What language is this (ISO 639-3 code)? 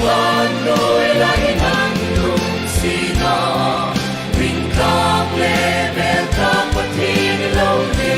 hmr